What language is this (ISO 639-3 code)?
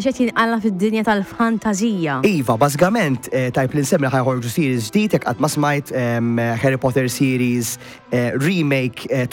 mlt